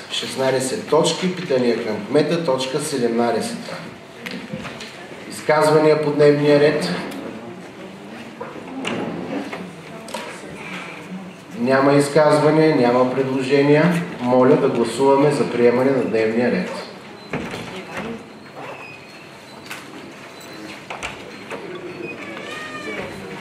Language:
Bulgarian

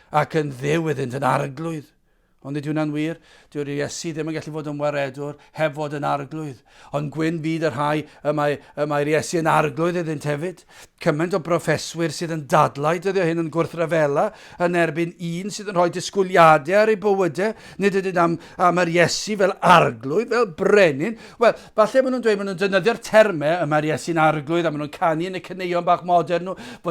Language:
Welsh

